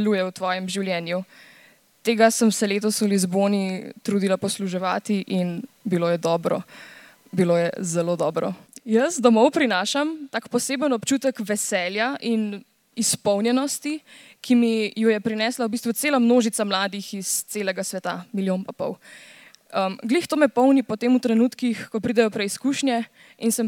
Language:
Slovenian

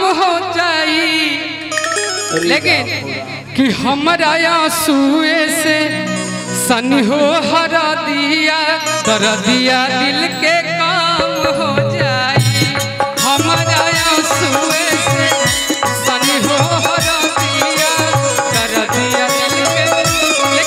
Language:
Bhojpuri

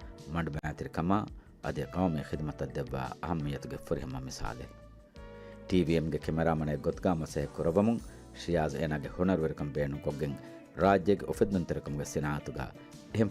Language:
Divehi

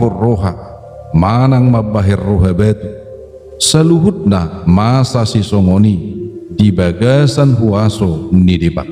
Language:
Batak Toba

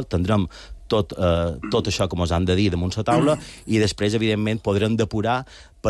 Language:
Catalan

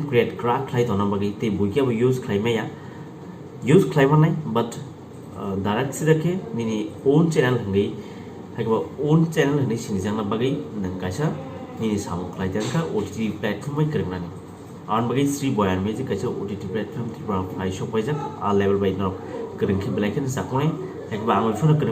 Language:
Kok Borok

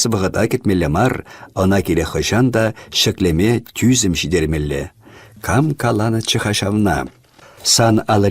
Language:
Chuvash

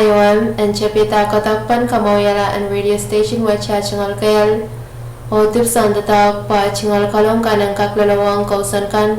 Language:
Pohnpeian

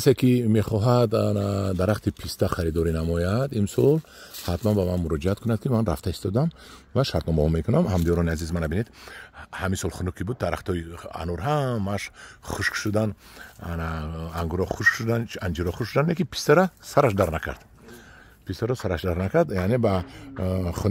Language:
Tajik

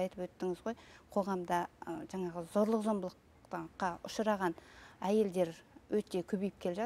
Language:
Kazakh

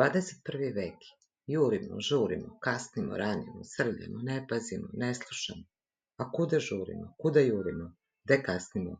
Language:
Serbian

